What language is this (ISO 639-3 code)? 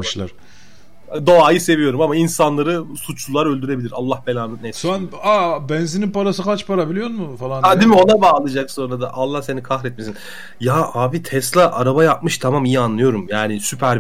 tur